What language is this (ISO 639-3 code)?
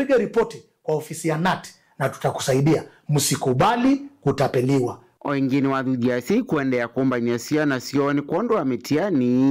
kam